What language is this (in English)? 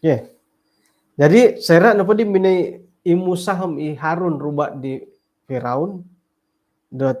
Central Dusun